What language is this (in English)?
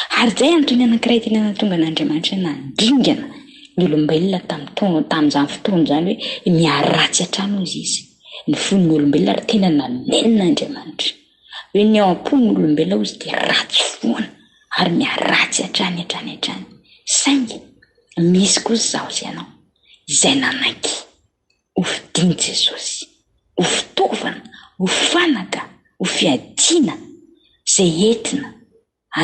Malagasy